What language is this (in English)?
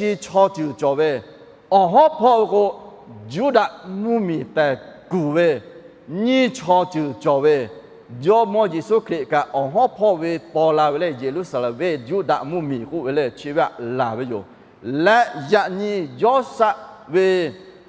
Lahu